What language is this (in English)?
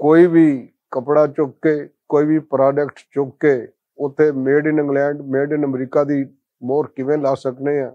Western Panjabi